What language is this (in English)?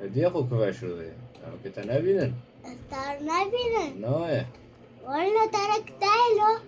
Kurdish